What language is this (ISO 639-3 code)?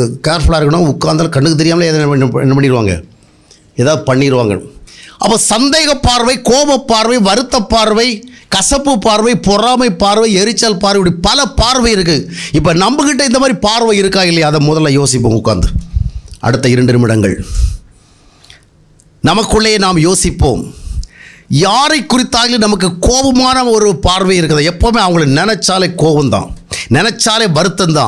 tam